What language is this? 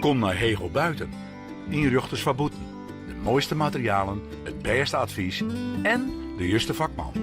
Western Frisian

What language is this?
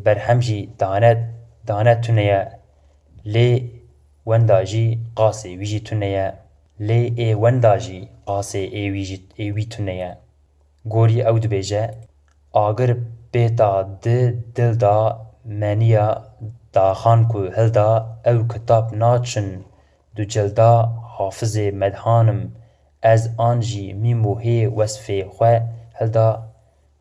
Kurdish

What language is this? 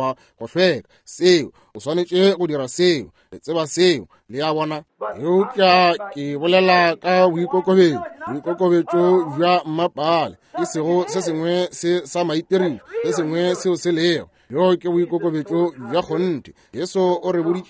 Northern Sotho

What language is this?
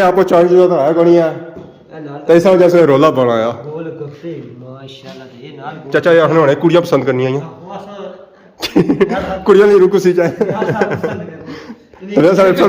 Pahari-Potwari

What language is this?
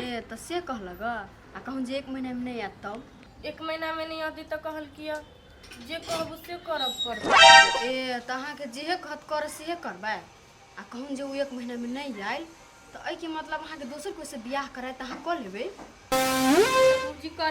Maithili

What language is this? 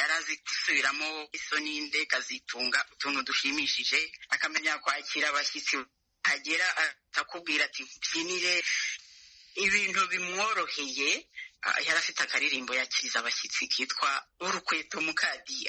Kinyarwanda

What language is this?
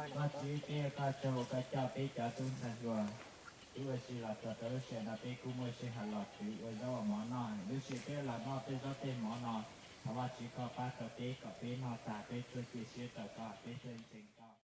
Hmong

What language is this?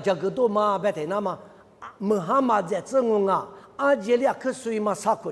Lisu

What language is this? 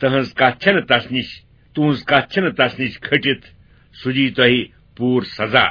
Kashmiri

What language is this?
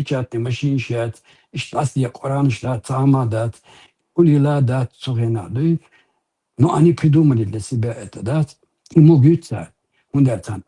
Chechen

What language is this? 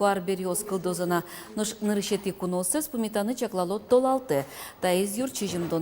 Udmurt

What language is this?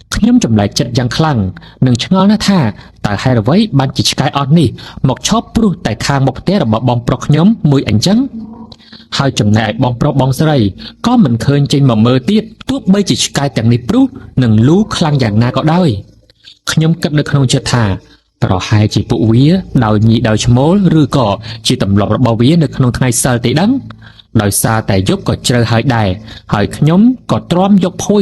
Khmer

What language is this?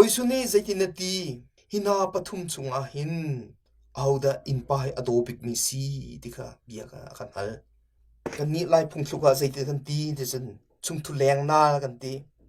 Hakha Chin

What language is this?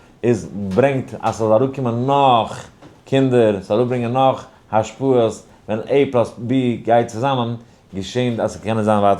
Yiddish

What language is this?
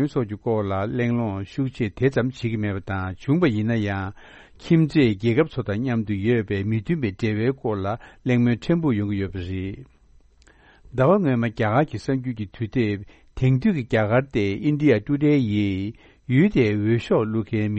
Tibetan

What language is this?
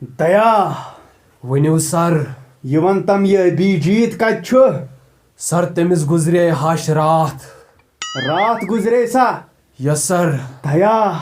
Kashmiri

